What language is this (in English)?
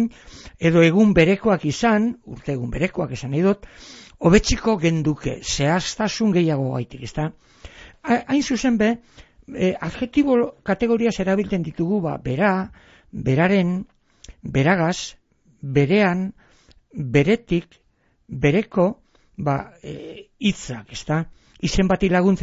Basque